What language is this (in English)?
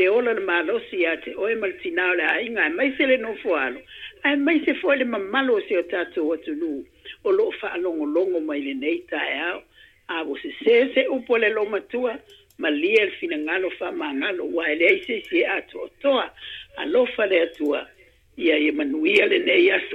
Samoan